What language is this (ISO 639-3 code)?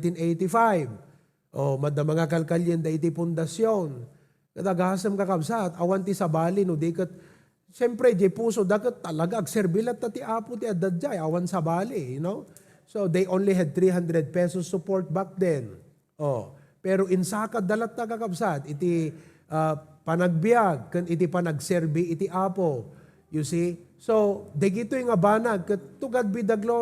ilo